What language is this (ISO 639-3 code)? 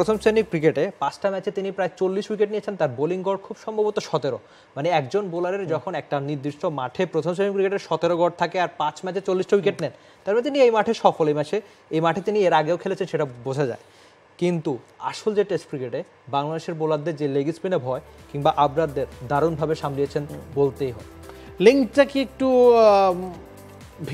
ben